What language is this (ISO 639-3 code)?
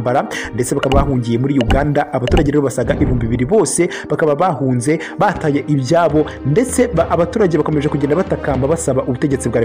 kin